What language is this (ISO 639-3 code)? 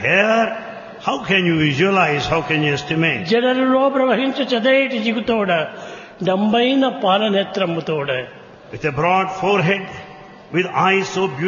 tel